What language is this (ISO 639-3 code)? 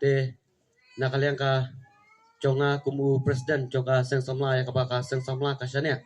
kha